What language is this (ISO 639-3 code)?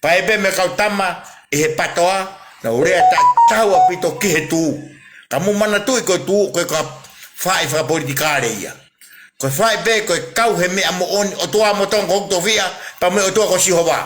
ton